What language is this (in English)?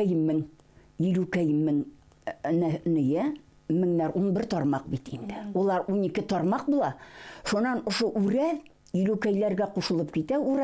Bashkir